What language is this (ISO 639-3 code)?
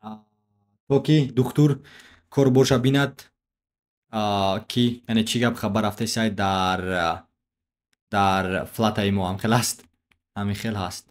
tgk